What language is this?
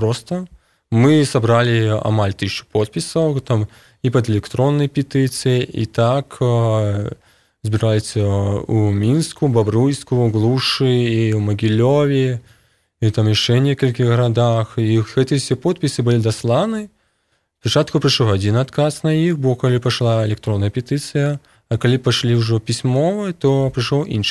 Belarusian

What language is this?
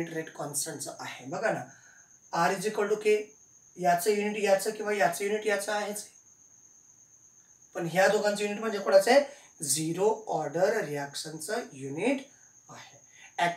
Marathi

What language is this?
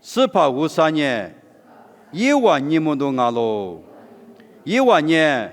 Lisu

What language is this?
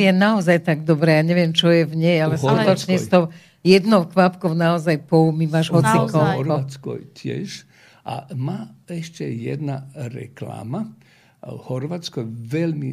Slovak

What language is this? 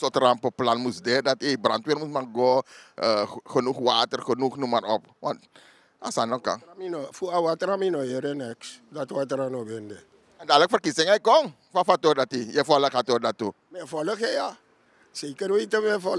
Sranan Tongo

